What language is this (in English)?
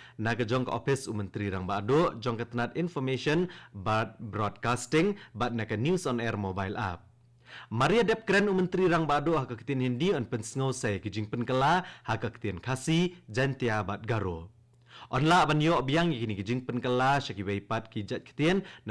Khasi